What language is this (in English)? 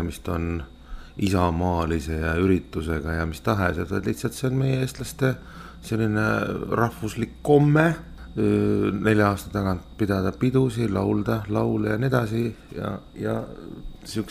Estonian